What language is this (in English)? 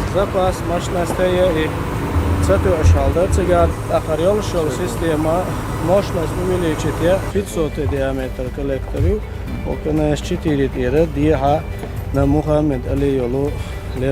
Chechen